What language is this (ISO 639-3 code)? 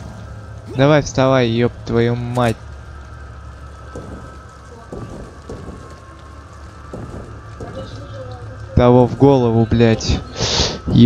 rus